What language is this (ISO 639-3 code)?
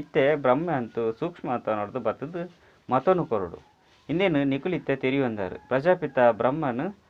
tcy